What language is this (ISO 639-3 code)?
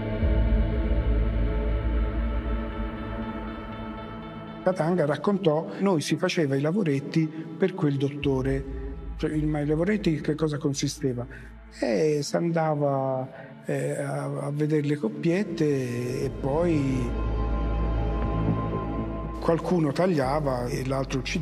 ita